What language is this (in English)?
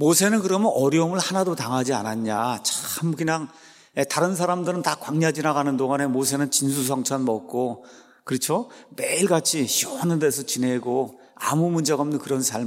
Korean